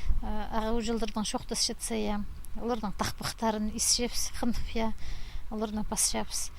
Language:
Khakas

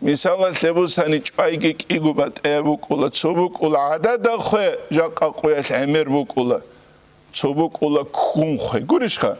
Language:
Avaric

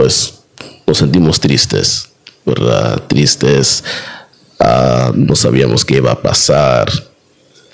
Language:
Spanish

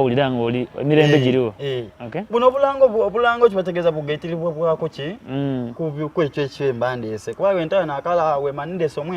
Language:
Soga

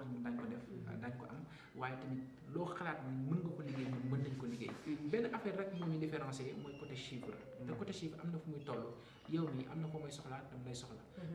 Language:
Wolof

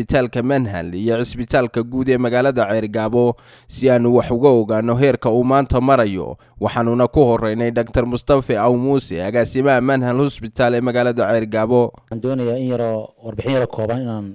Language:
Somali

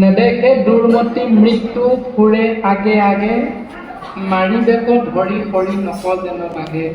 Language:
Assamese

